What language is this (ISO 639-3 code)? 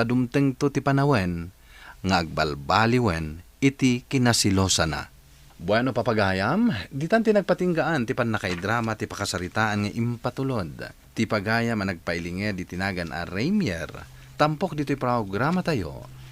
ilo